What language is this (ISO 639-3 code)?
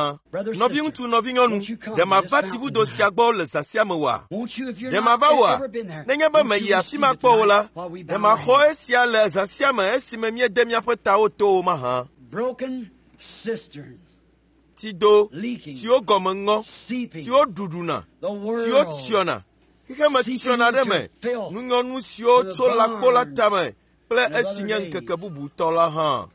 ewe